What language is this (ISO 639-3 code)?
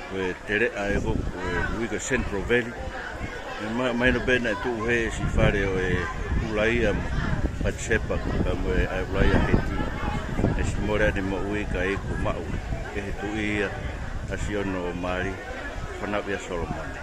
ton